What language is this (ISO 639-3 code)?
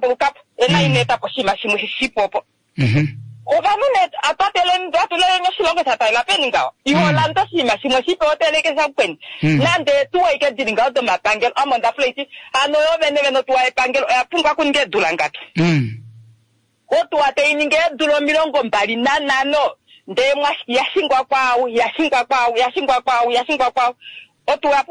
kua